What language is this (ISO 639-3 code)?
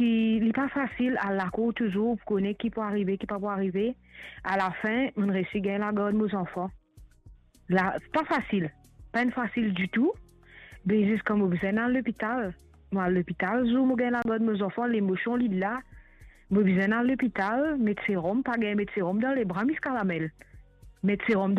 mfe